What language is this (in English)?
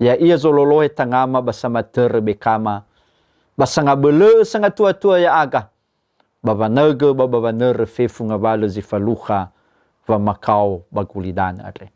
Nias